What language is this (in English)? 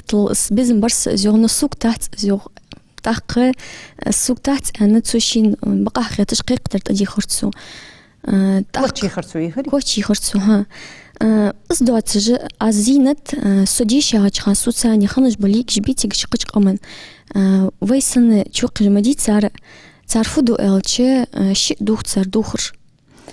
Ingush